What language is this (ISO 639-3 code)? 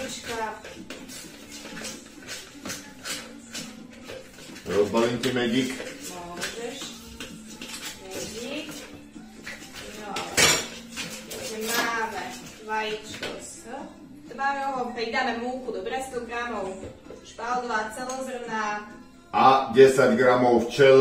slk